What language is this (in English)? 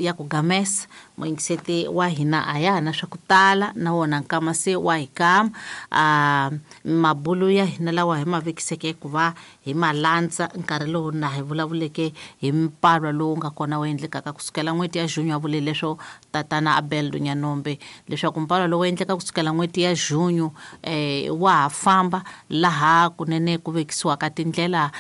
Tsonga